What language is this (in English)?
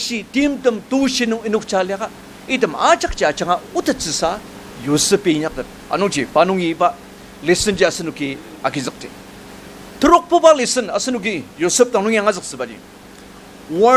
Ao Naga